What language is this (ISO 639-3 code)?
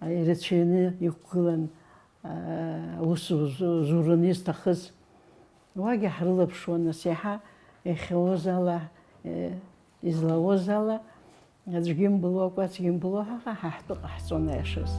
abk